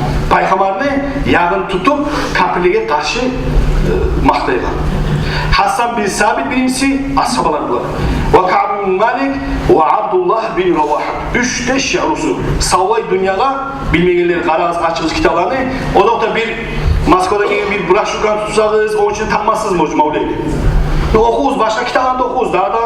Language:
Kumyk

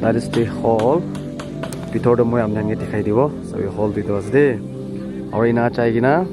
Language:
Naga Pidgin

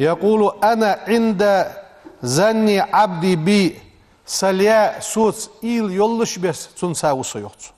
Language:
Ingush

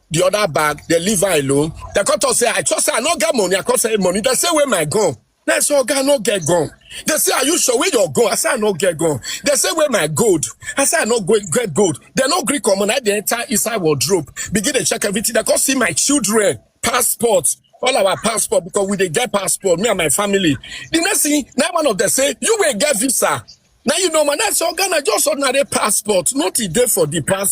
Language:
Nigerian Pidgin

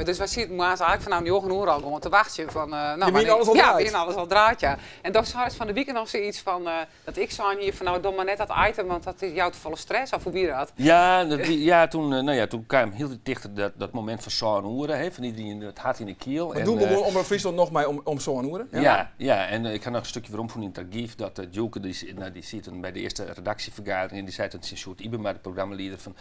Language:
Western Frisian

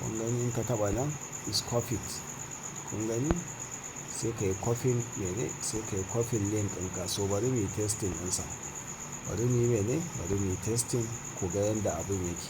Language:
Hausa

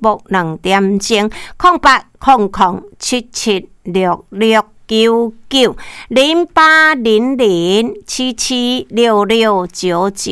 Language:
Min Nan Chinese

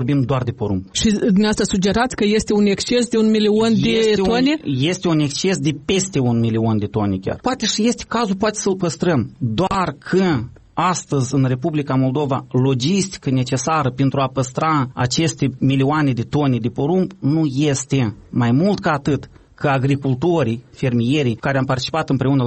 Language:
Romanian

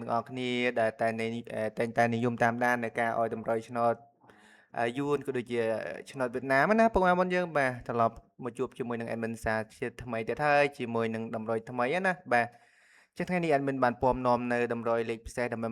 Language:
Khmer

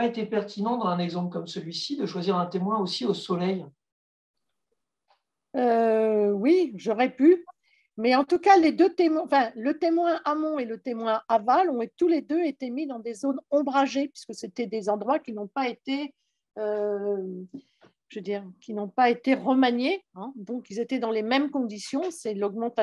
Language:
French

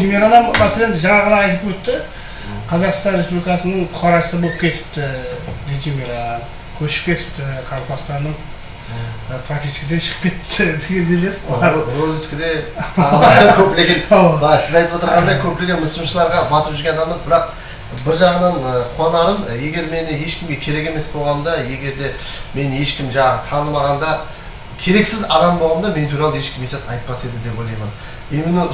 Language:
Kara-Kalpak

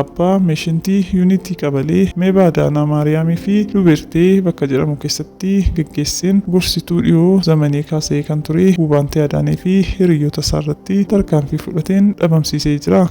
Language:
Oromo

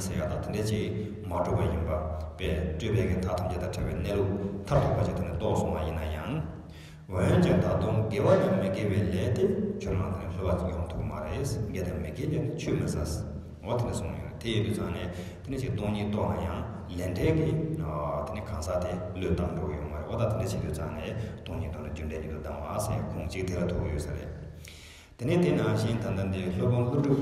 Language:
Tibetan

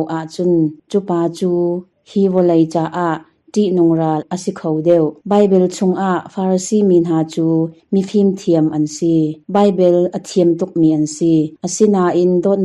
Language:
Hakha Chin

